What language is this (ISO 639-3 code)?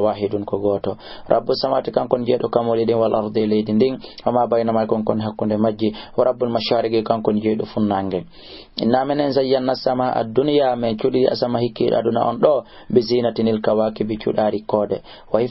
ful